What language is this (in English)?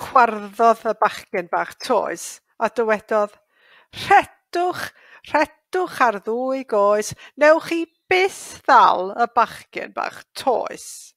Welsh